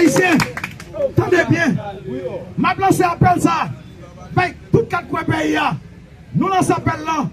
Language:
Haitian Creole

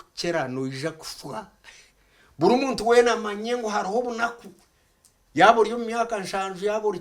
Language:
Nyankole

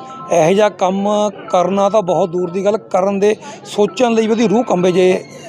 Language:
Punjabi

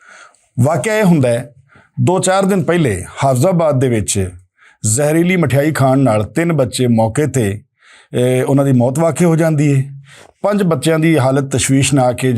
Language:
Western Panjabi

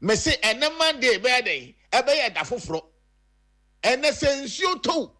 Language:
Akan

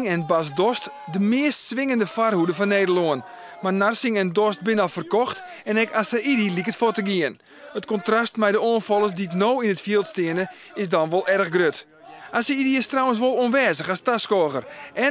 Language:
Western Frisian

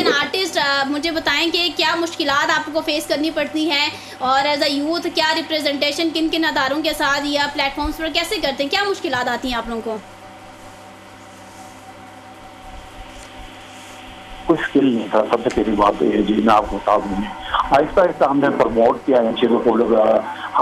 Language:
Urdu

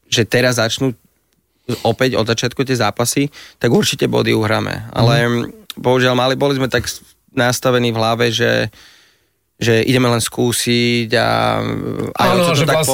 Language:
Slovak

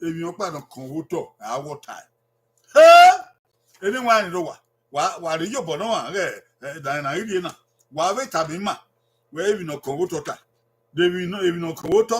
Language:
Bini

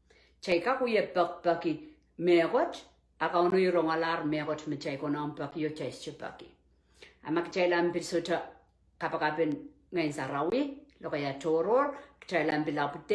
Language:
Pohnpeian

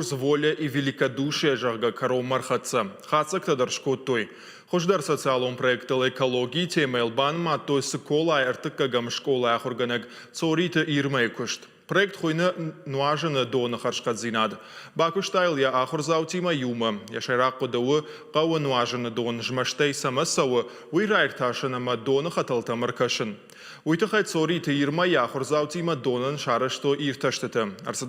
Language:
Ossetic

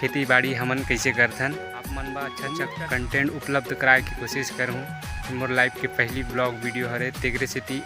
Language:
Chhattisgarhi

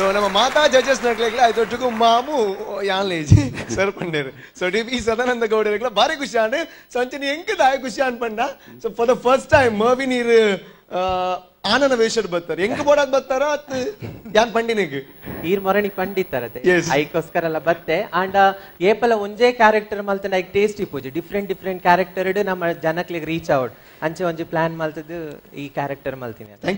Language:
Tulu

